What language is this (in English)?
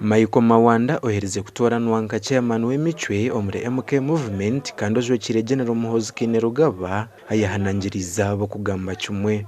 Nyankole